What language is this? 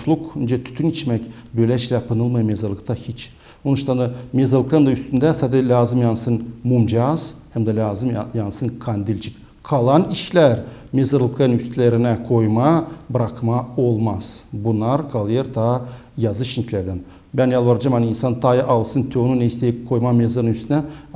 Gagauz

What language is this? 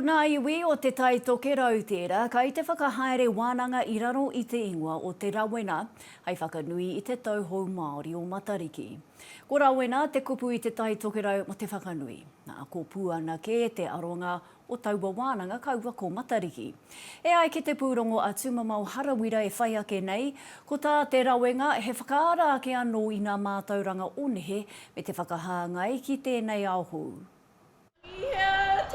Māori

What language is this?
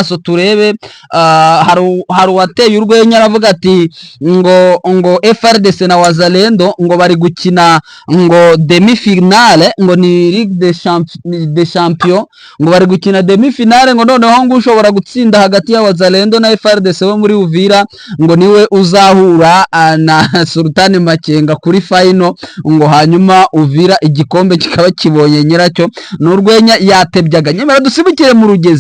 Kinyarwanda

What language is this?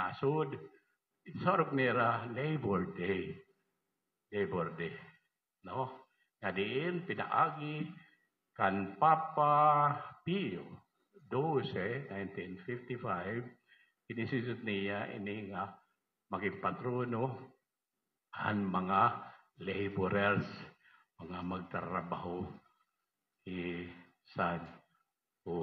Waray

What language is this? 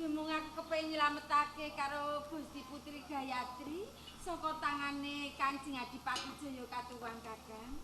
Javanese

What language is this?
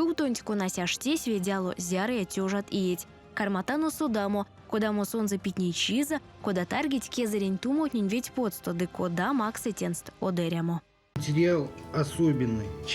Erzya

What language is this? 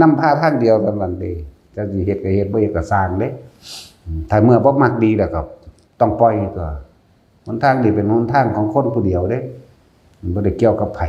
Northeastern Thai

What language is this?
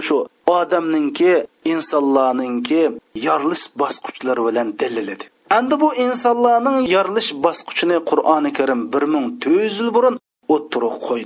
Uyghur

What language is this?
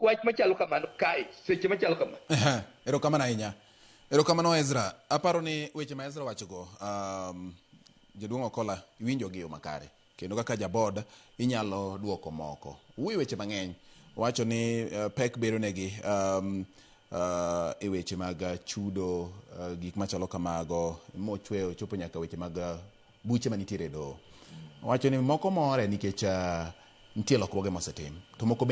Luo (Kenya and Tanzania)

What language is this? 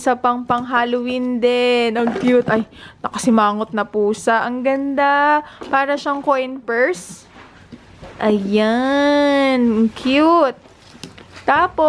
Filipino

